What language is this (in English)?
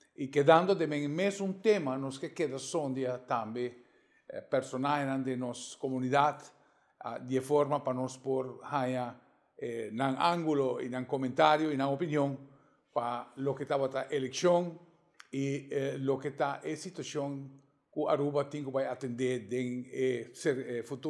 Papiamento